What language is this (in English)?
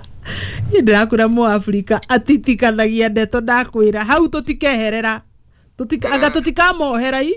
Kikuyu